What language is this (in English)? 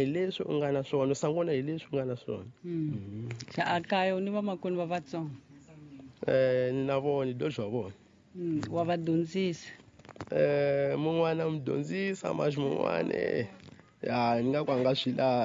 Tsonga